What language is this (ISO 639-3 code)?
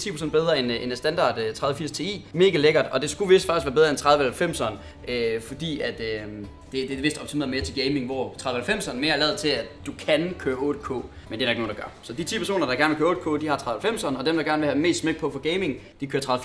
dan